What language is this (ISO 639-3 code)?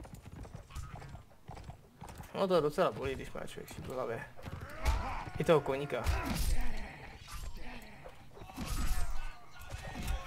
ces